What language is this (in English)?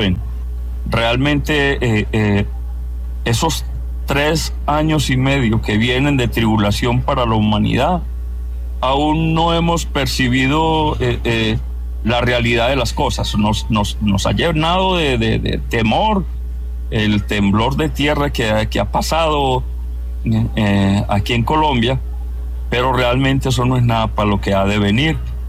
Spanish